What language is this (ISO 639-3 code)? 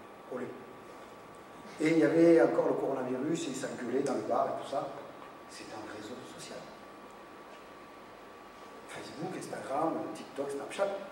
fra